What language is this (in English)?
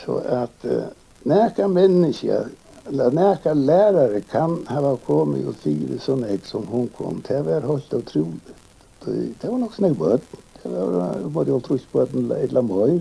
Faroese